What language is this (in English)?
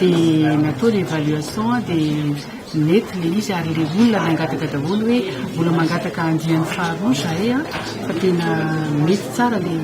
Malagasy